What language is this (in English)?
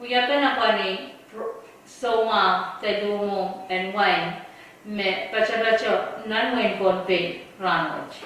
Pohnpeian